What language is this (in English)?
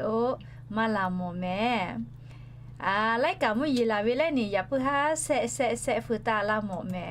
Lahu